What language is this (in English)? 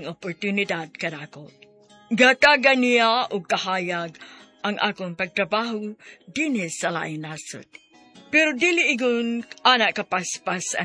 Cebuano